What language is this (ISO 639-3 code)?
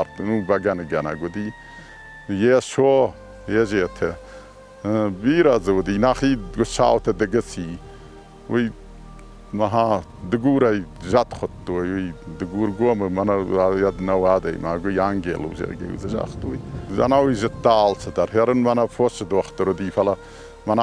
oss